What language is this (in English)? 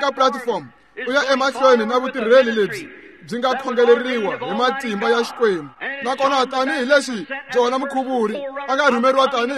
Tsonga